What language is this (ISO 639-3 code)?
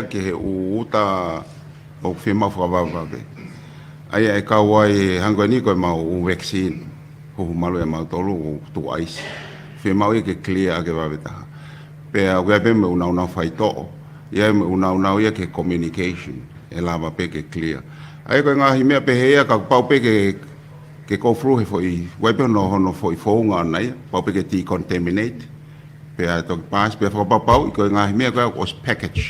ton